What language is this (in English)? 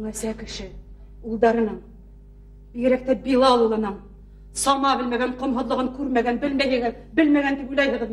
Bashkir